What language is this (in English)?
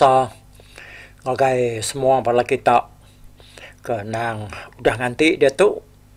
Iban